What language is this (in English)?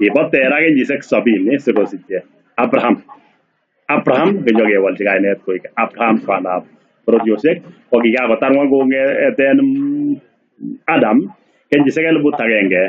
Kalenjin